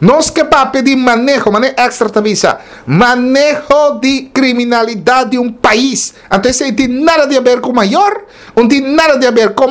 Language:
Papiamento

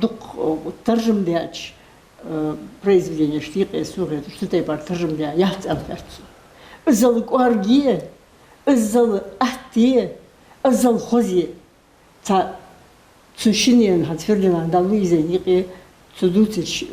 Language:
Ingush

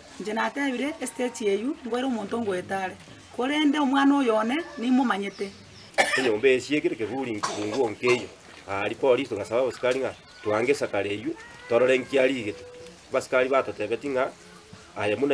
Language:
Gusii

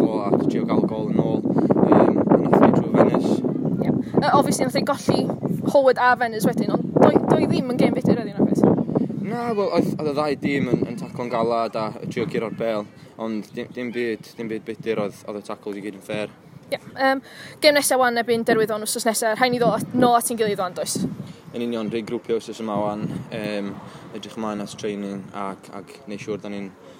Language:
Welsh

